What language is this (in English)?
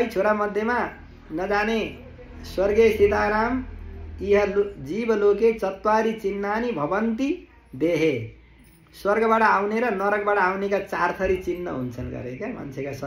Nepali